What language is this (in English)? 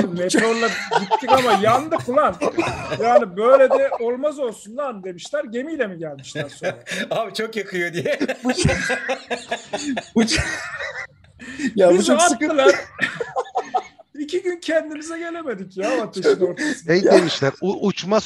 Turkish